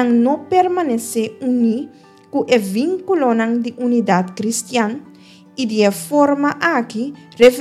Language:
Papiamento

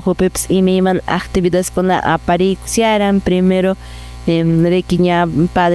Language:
Quechua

